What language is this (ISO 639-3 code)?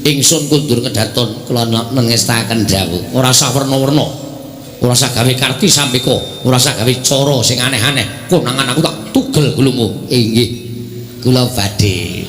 jav